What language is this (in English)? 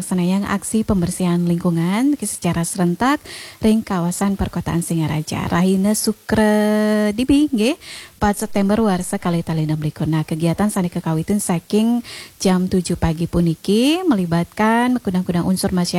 Balinese